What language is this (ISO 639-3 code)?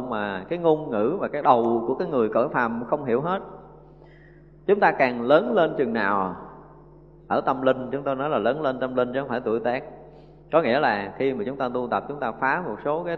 vie